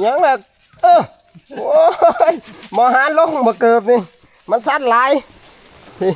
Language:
Northeastern Thai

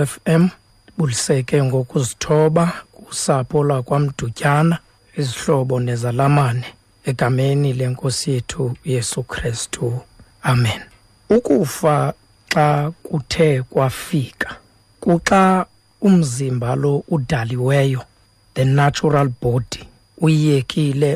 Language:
Xhosa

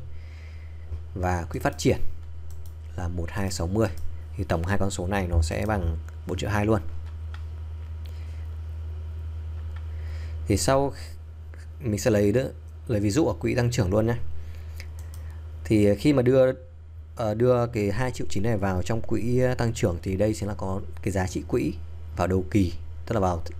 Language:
Vietnamese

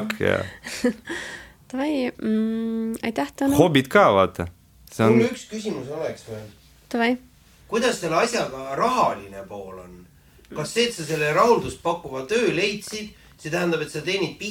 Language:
Estonian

